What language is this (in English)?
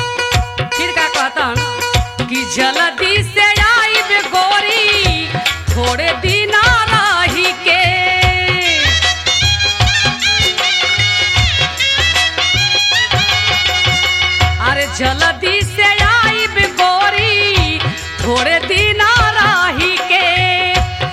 Bhojpuri